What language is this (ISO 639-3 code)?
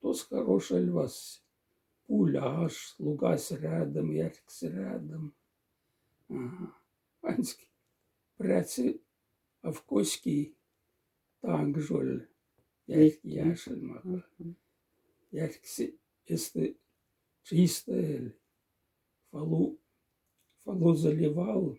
mdf